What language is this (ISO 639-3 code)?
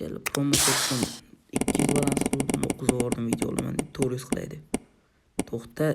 uzb